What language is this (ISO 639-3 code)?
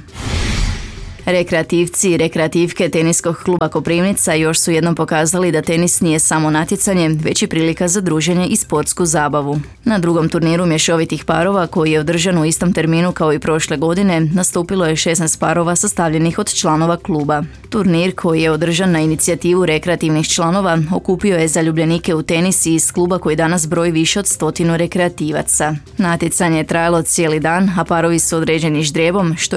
hrv